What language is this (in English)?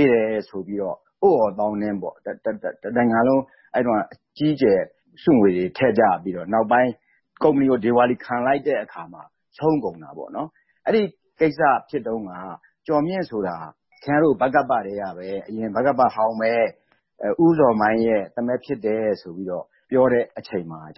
Burmese